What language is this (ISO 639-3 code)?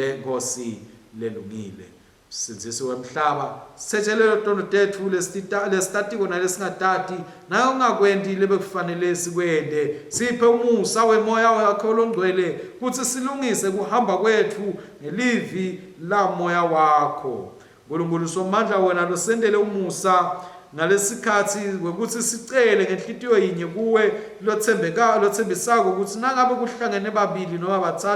ssw